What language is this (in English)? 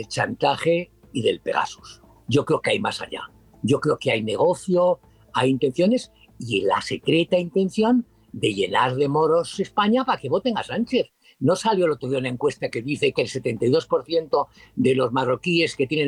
Spanish